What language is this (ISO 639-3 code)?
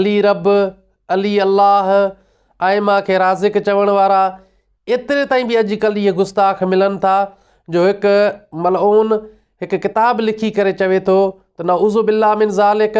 snd